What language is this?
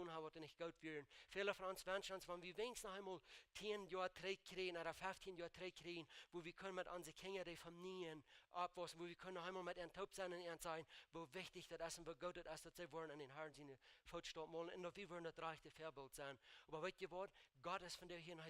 Plautdietsch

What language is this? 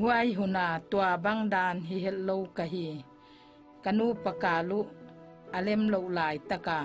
Paite Chin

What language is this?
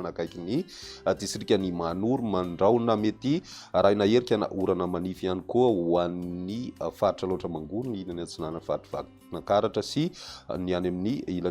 Malagasy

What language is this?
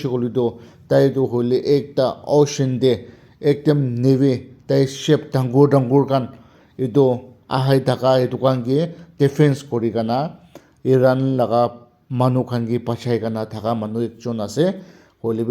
Naga Pidgin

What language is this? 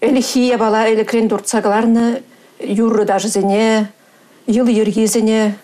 Chuvash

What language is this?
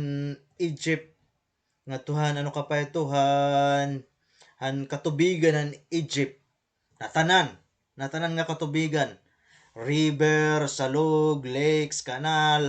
Waray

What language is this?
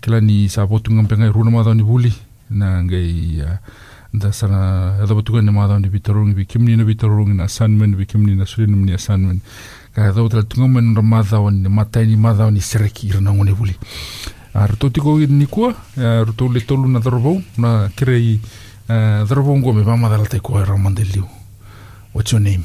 Fijian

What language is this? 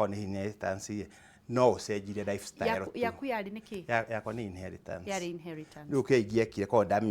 Kikuyu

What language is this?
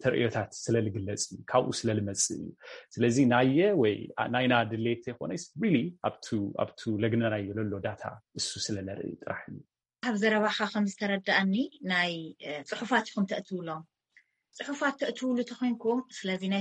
Tigrinya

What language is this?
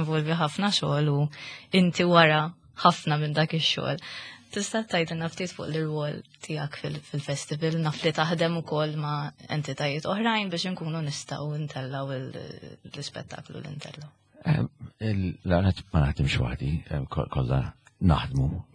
Maltese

